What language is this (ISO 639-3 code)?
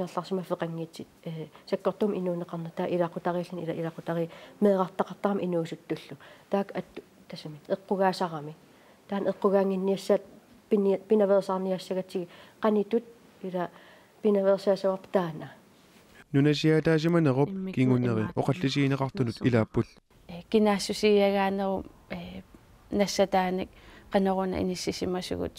kal